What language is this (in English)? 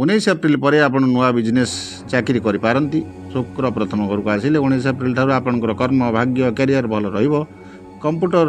Odia